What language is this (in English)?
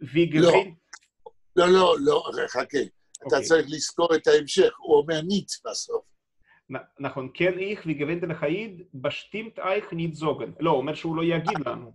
Yiddish